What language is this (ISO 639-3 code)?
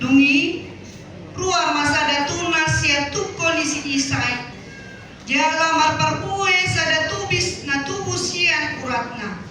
bbc